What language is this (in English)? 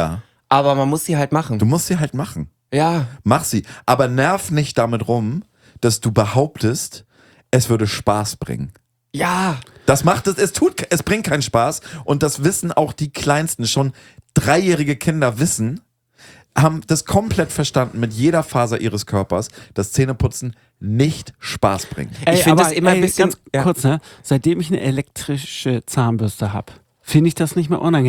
German